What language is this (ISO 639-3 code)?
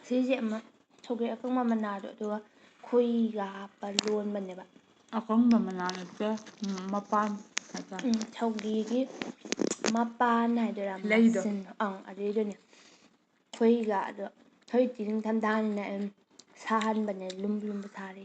mni